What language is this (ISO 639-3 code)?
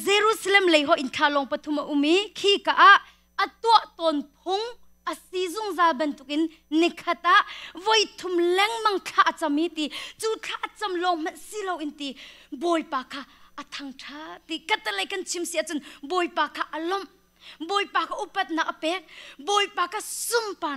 cnh